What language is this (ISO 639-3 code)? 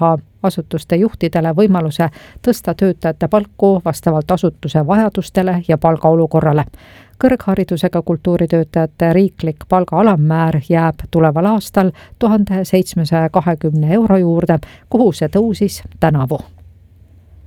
est